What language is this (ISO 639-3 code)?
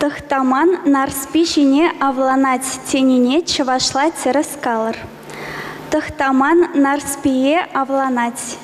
chv